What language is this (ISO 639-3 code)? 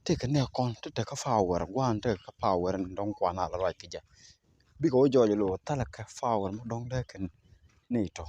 nus